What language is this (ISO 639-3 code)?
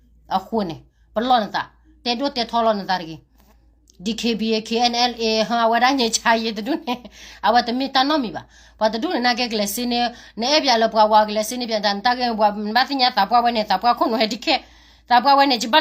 ksw